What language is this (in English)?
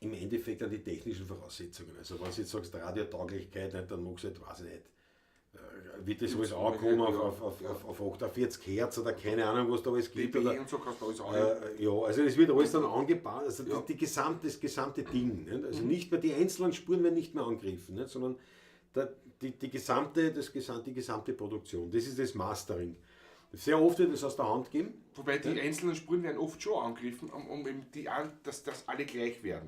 Bavarian